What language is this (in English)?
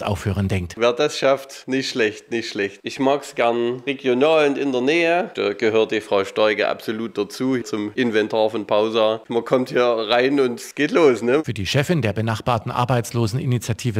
German